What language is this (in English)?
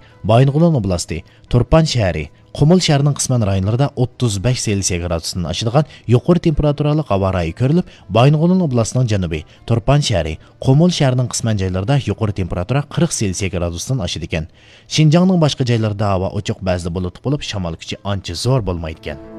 Uyghur